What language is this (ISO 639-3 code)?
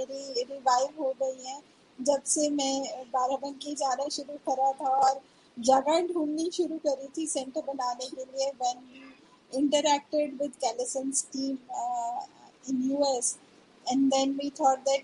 hin